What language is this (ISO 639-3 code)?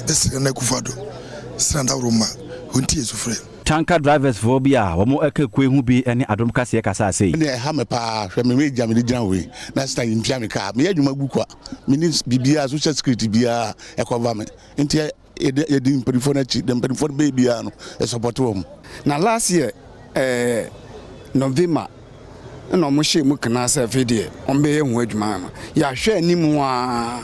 aka